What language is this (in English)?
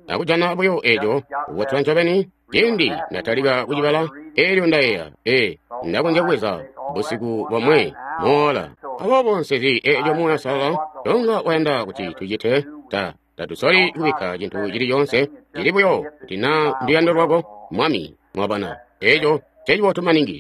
Tonga (Zambia)